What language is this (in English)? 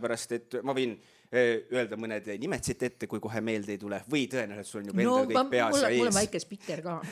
Estonian